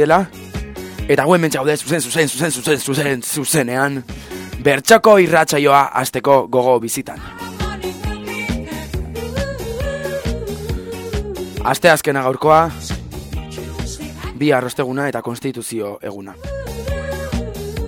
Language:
Basque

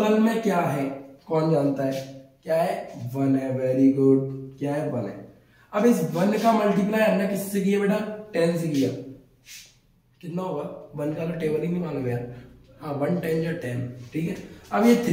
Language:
Hindi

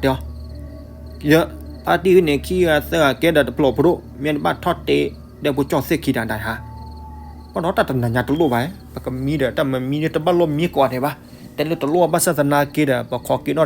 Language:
S'gaw Karen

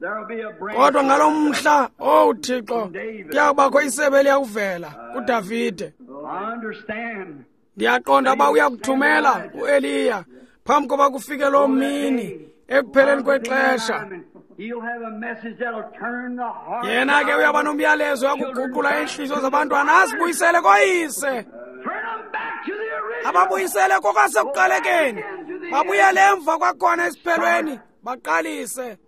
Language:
Xhosa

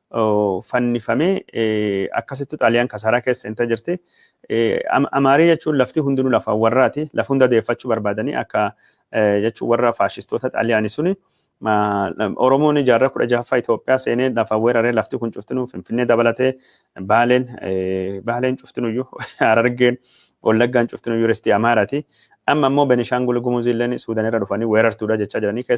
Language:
Oromo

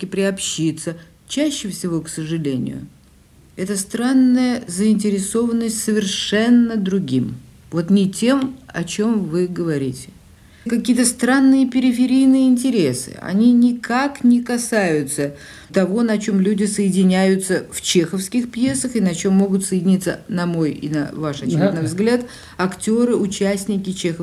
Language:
Russian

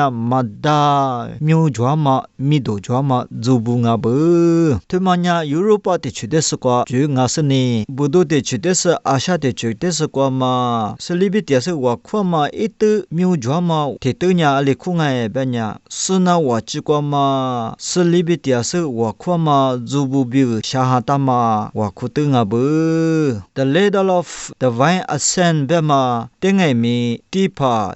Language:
Lisu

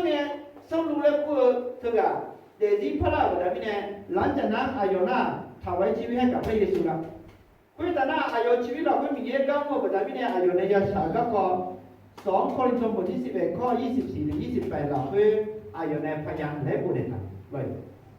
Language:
Akha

